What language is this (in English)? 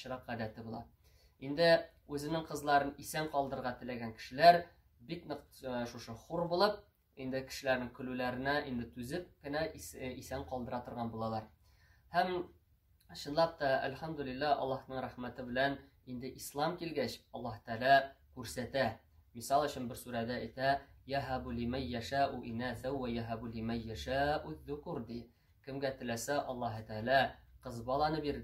Tatar